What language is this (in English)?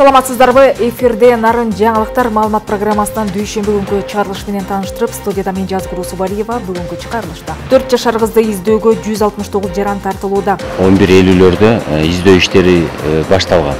Kyrgyz